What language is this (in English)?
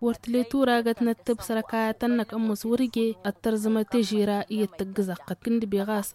Tamasheq